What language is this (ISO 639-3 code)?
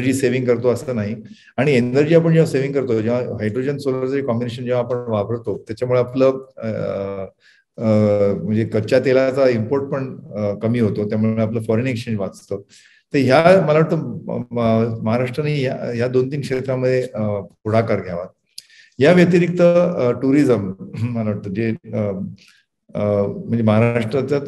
mar